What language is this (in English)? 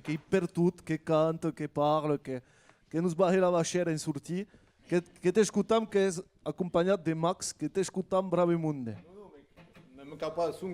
Occitan